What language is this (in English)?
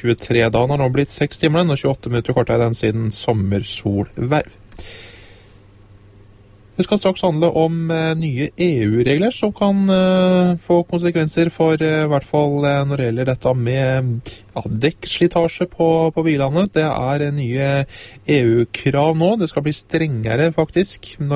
Norwegian